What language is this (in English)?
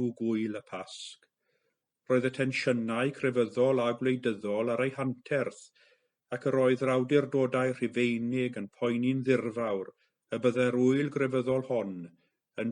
Welsh